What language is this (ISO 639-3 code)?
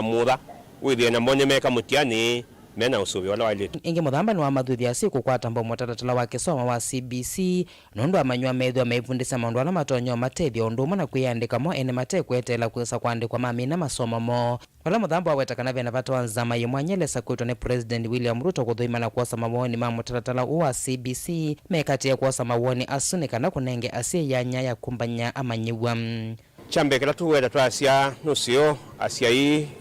kam